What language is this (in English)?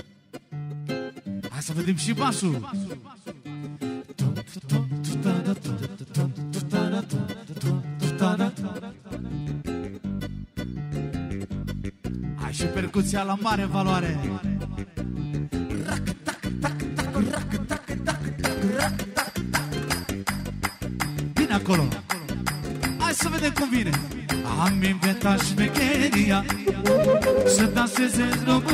Romanian